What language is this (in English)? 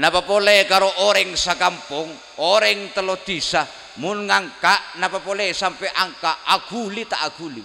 Madurese